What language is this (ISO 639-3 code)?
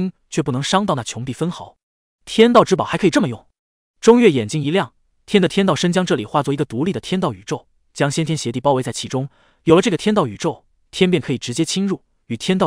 zho